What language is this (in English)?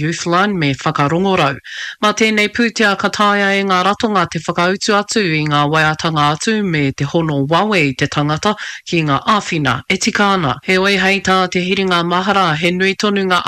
Māori